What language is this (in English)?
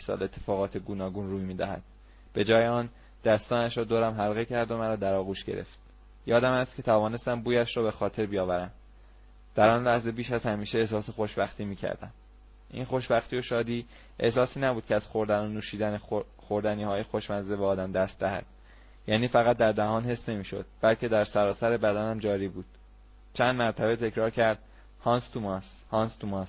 Persian